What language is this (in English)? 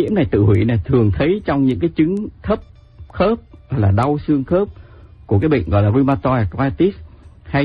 Vietnamese